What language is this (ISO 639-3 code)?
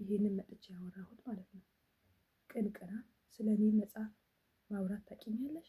amh